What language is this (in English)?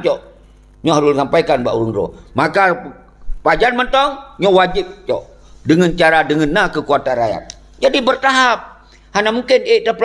Achinese